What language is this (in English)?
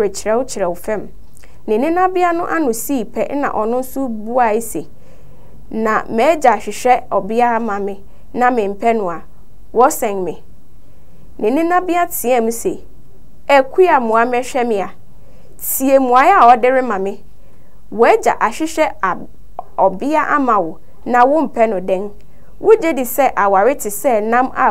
Akan